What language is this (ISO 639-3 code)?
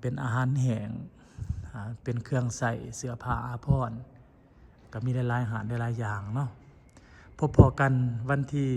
lao